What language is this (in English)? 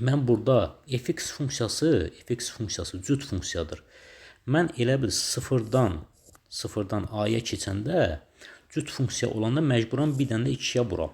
Azerbaijani